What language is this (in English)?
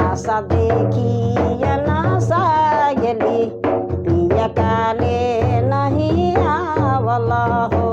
Sadri